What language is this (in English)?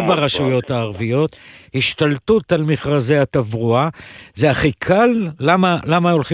Hebrew